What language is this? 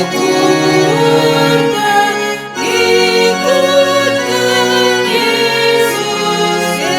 Batak Karo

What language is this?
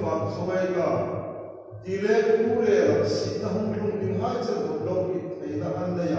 Hmar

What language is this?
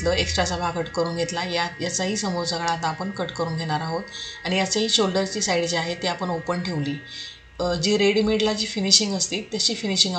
Marathi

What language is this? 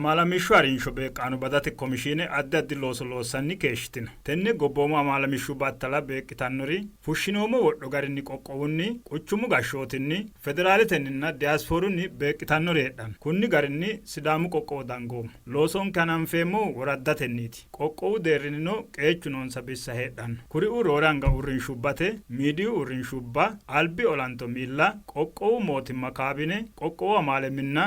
Sidamo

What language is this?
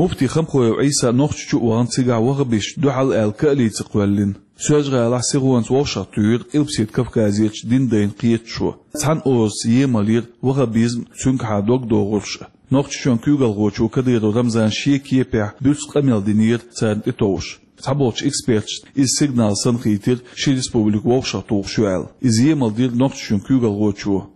Chechen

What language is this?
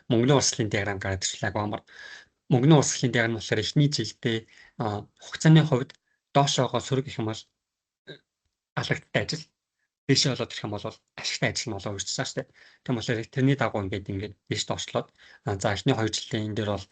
Mongolian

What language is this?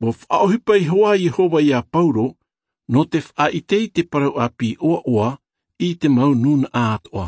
Tahitian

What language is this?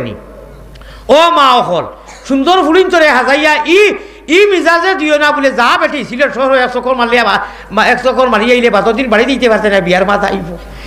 Sylheti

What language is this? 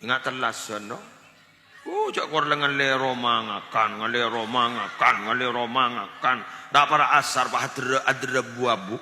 Madurese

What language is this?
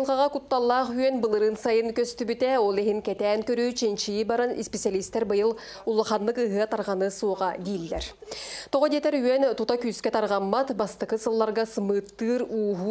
Yakut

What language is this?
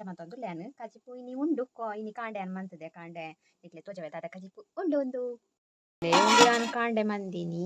Tulu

